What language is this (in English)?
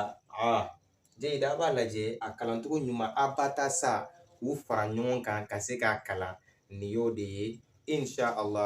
Bambara